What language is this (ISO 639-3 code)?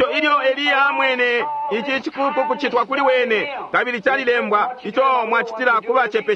bem